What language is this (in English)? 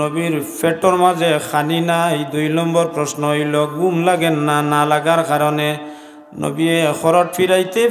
Sylheti